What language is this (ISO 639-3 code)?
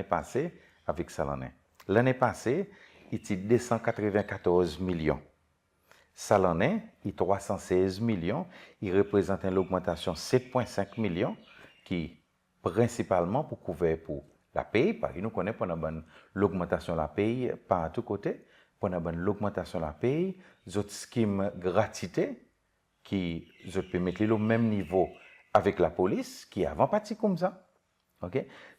crs